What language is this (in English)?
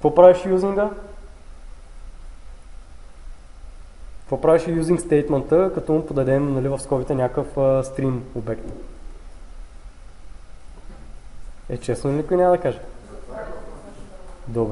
Bulgarian